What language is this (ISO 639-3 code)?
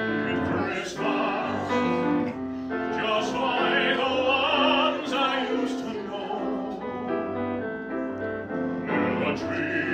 eng